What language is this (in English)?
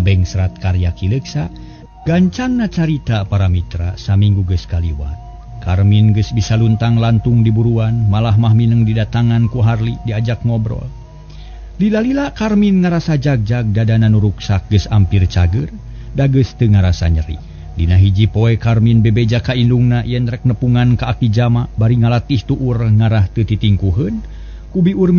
Sundanese